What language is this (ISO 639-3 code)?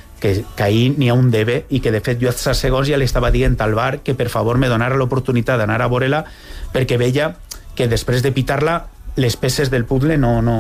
cat